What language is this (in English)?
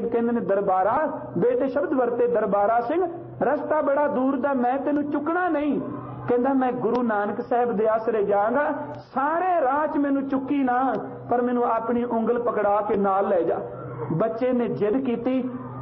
Punjabi